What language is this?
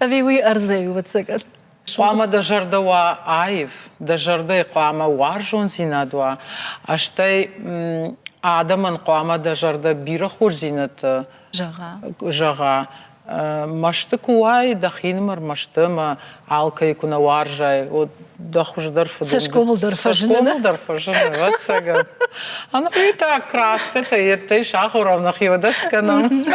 Ossetic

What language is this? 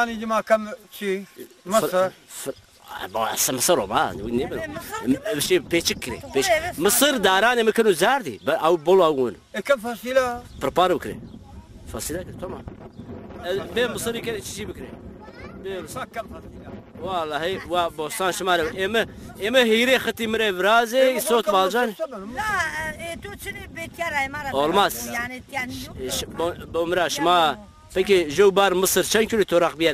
Zaza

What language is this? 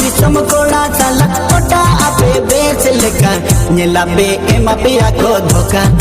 Santali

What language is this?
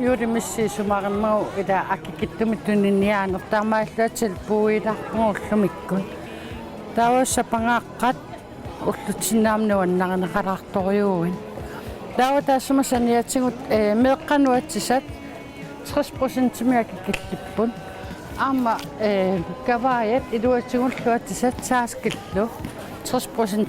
Kalaallisut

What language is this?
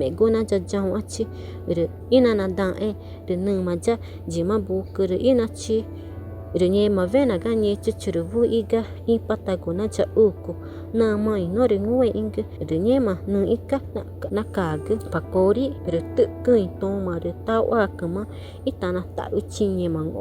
Ticuna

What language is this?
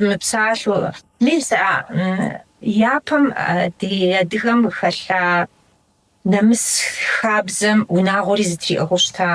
Kabardian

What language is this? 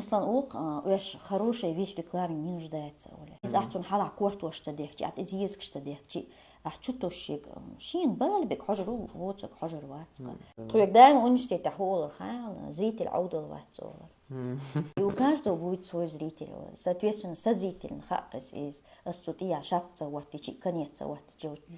Chechen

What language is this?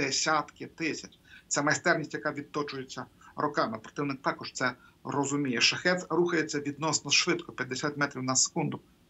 Ukrainian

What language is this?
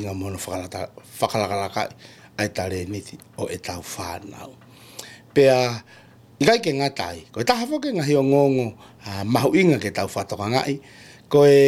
Tongan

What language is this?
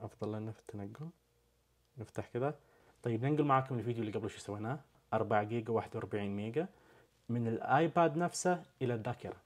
Najdi Arabic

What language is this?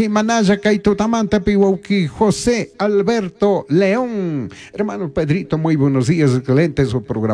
Chimborazo Highland Quichua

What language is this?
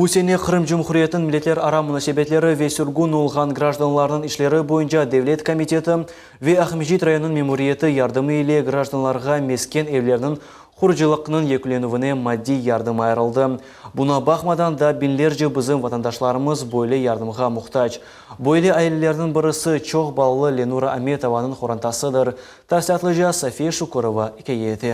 Crimean Tatar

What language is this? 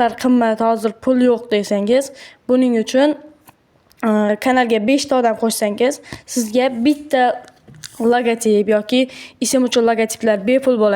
Uzbek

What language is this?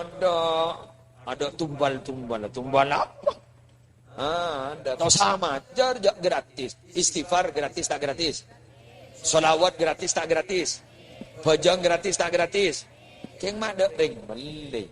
Madurese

